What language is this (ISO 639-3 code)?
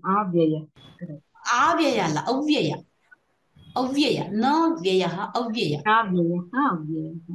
san